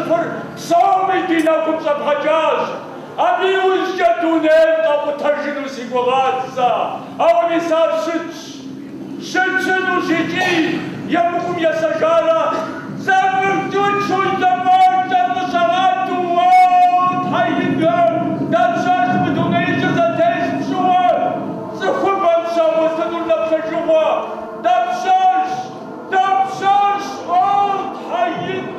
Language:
Kabardian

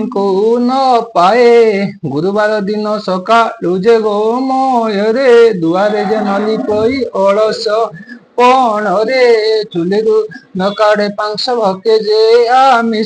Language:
Odia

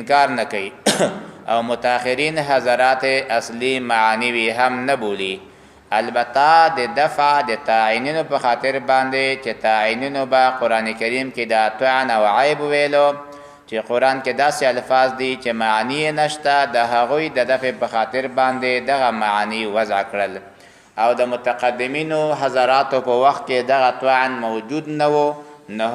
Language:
Pashto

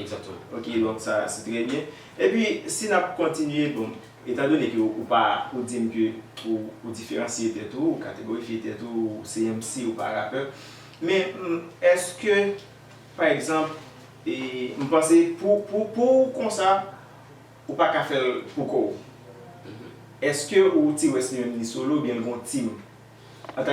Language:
Haitian Creole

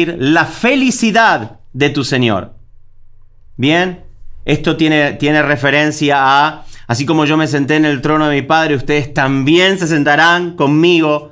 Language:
Spanish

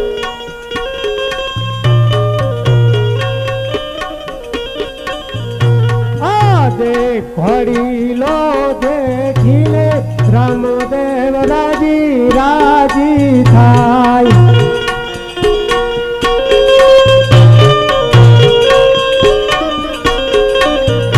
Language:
Gujarati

